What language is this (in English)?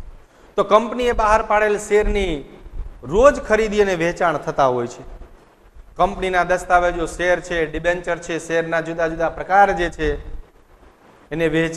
Gujarati